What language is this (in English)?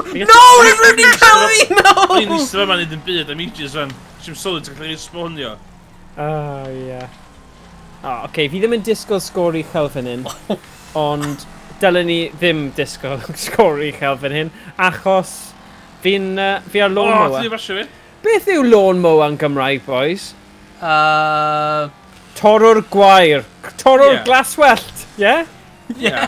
Welsh